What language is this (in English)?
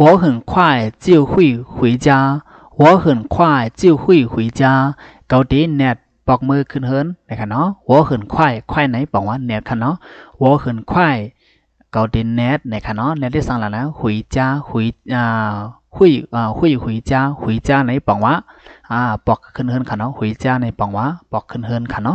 Shan